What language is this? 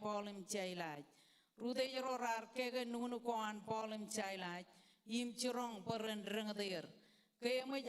Marshallese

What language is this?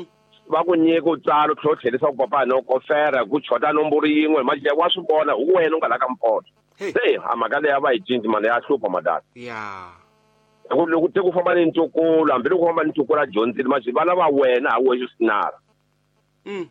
Tsonga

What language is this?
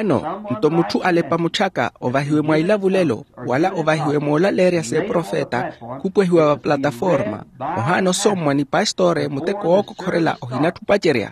Makhuwa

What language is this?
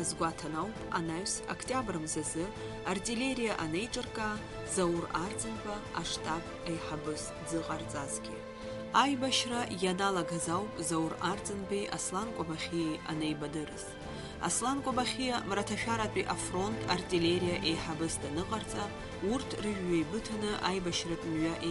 Abkhazian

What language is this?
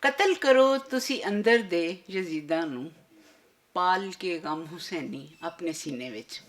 Western Panjabi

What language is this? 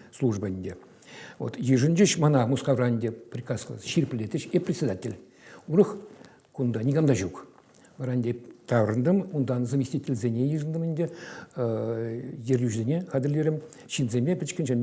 Chuvash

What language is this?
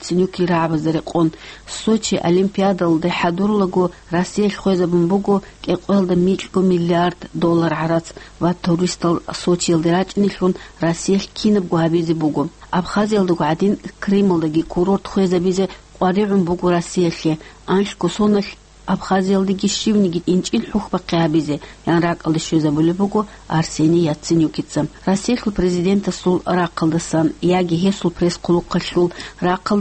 Avaric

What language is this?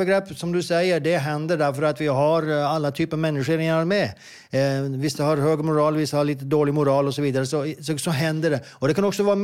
Swedish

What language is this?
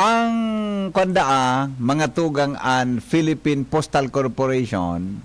Bikol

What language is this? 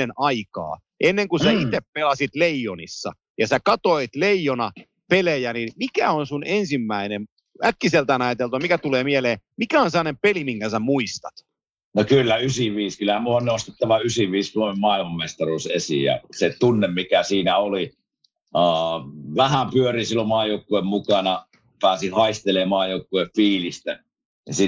Finnish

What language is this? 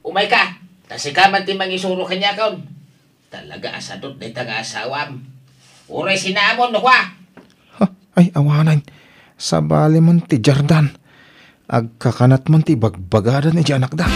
Iloko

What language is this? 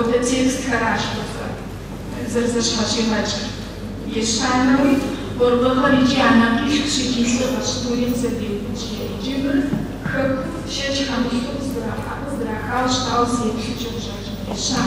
Kabardian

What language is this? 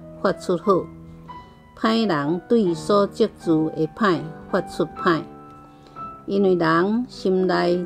Min Nan Chinese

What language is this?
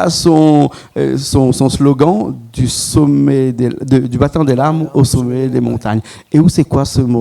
Réunion Creole French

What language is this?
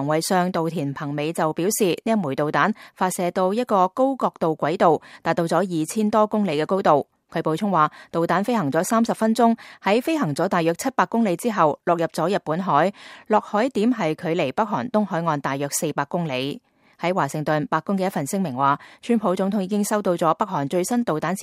Cantonese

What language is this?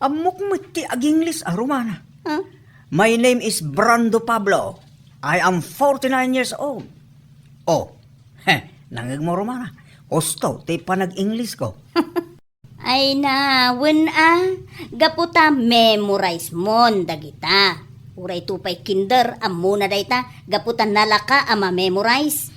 Iloko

